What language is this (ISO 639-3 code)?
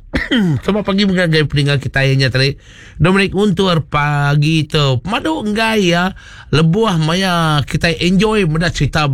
iba